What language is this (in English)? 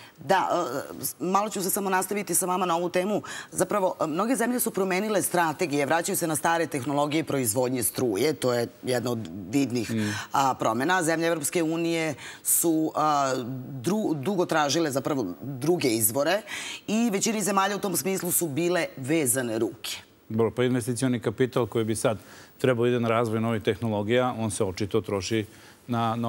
Serbian